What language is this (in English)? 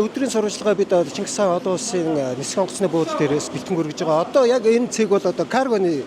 Mongolian